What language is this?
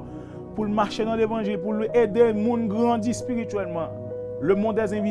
Haitian Creole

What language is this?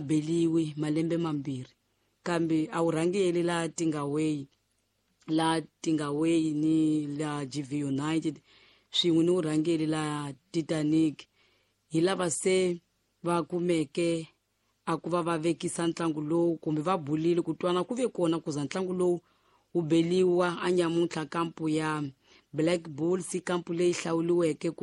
Tsonga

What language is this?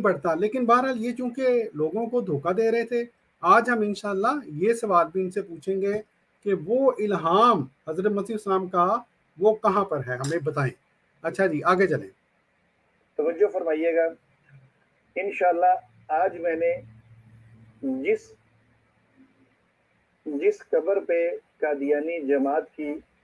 Urdu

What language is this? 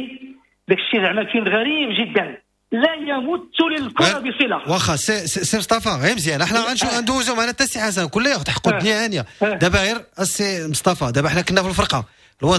Moroccan Arabic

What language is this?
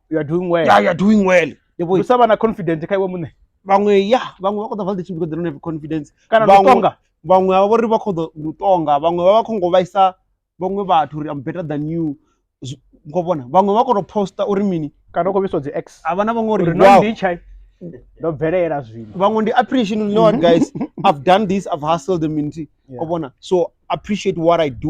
Venda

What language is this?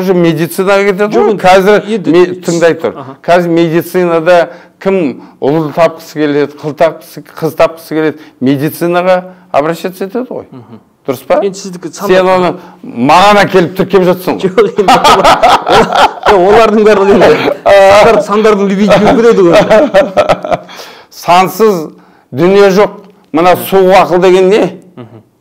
Kazakh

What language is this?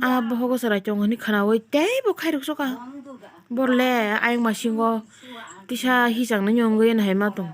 Kok Borok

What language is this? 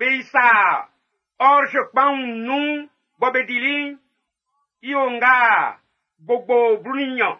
Baoulé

